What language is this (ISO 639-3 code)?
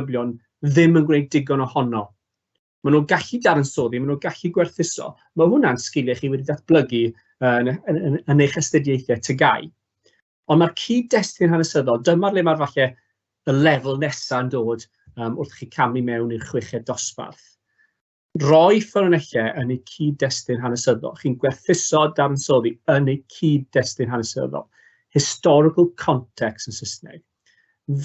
cym